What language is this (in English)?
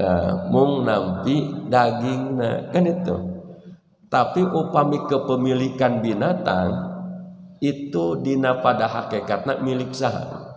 Sundanese